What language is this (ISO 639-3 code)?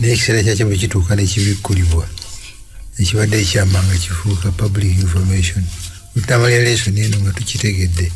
lug